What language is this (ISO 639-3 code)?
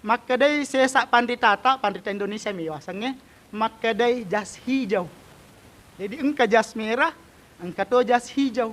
bug